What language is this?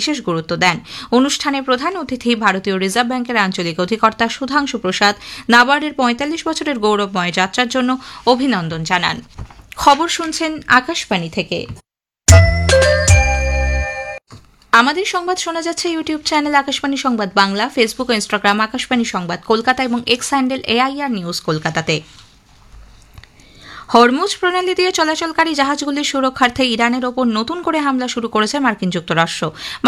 Bangla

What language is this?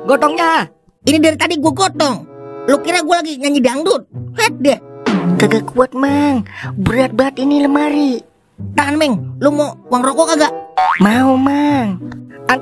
Betawi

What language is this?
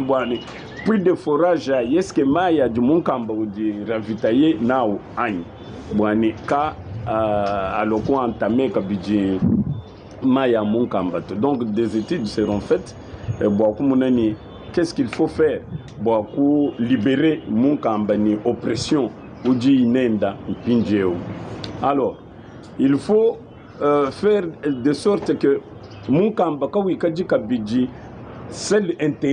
Luba-Lulua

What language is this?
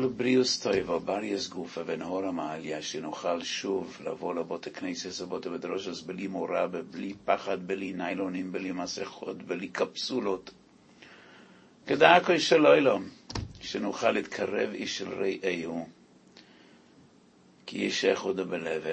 Hebrew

